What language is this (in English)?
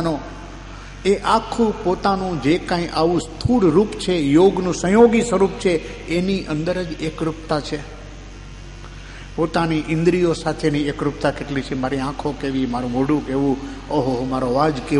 Gujarati